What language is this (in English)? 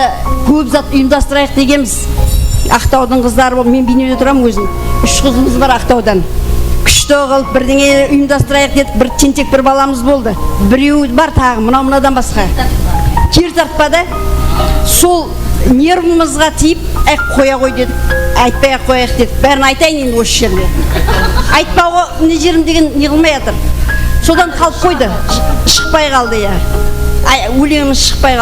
Kara-Kalpak